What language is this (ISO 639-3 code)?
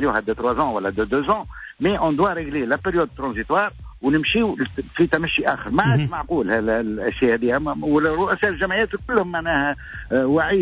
aeb